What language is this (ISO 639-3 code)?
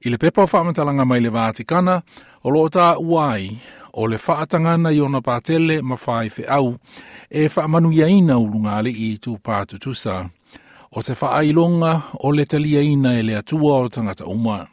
smo